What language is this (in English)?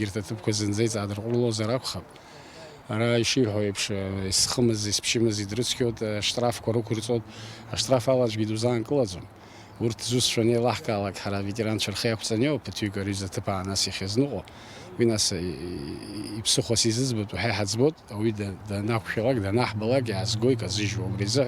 Abkhazian